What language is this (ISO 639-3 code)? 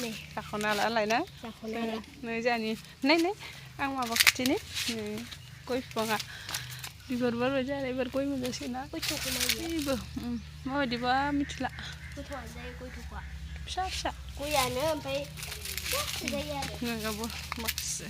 brx